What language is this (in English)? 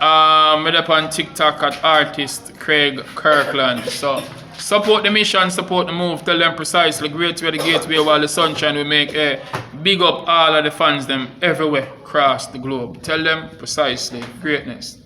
Jamaican Creole English